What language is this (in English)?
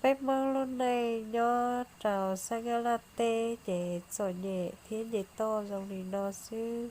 Hmong